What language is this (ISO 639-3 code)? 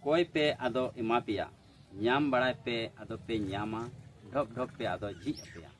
sat